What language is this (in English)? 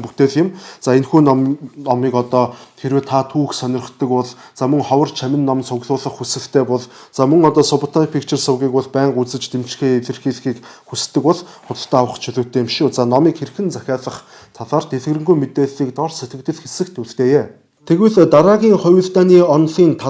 Mongolian